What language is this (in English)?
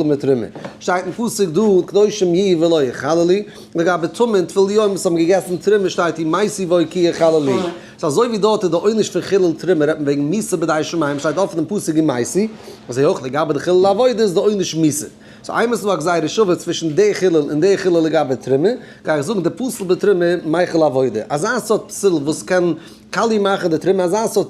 Yiddish